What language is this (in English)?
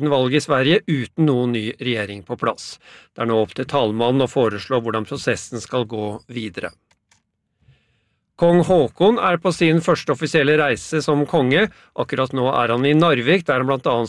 Norwegian